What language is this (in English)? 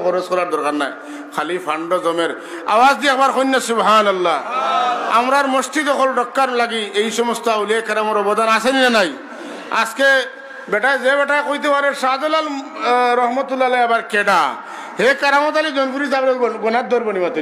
Sylheti